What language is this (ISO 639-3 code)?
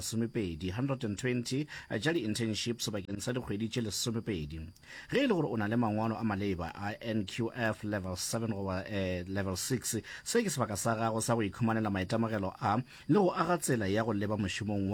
nso